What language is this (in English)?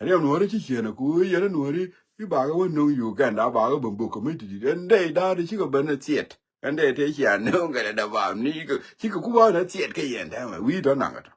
Nuer